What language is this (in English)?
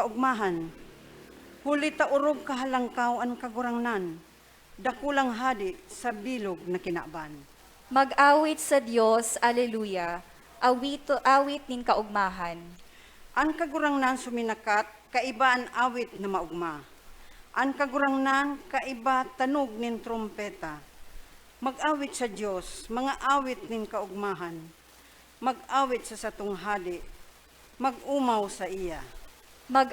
Bikol